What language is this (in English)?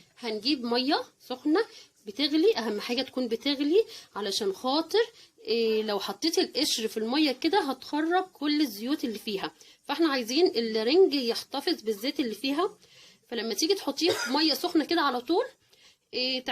Egyptian Arabic